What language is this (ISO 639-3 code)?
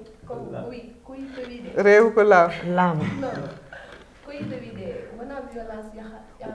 ful